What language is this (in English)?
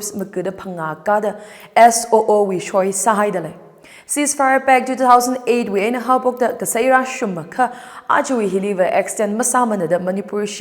Tangkhul Naga (India)